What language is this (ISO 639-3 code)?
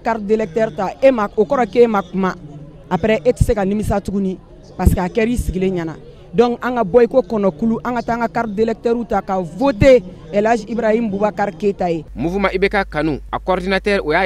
bam